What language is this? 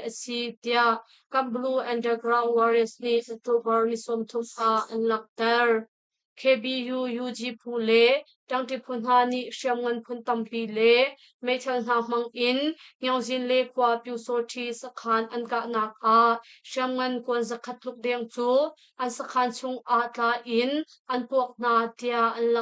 Hakha Chin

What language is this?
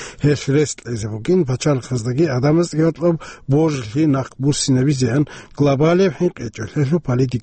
Avaric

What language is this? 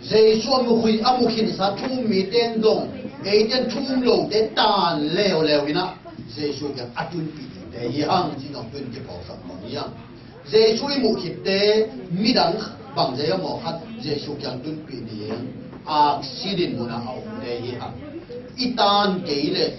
Tedim Chin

